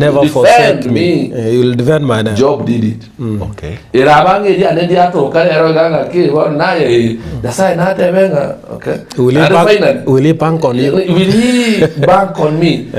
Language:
Gusii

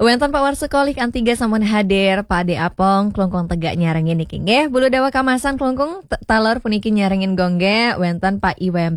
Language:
Balinese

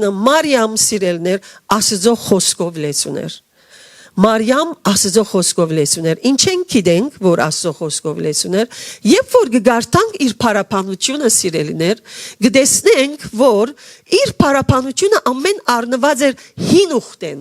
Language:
Western Armenian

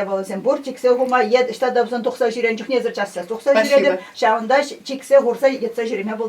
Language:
Chuvash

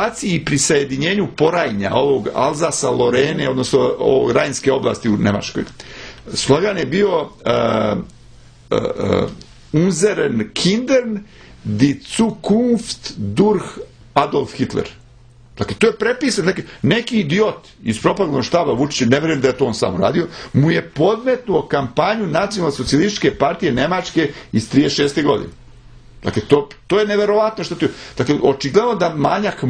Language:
Serbian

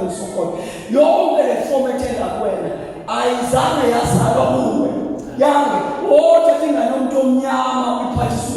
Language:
Zulu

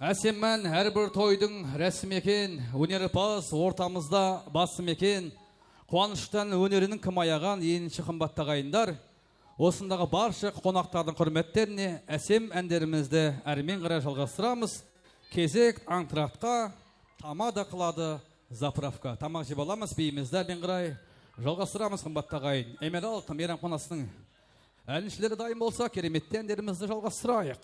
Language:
Kara-Kalpak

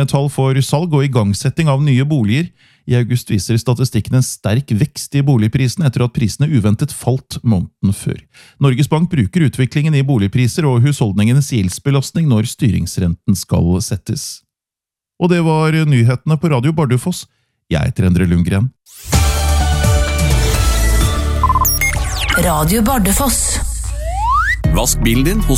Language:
Norwegian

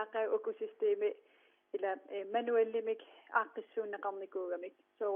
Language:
Kalaallisut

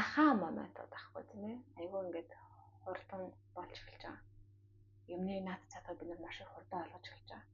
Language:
Mongolian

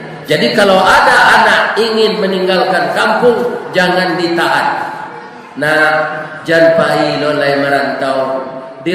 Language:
Minangkabau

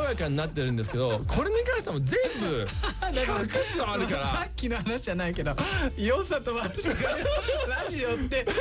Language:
Japanese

